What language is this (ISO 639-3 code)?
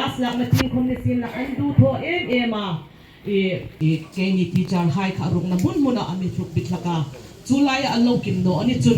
hmr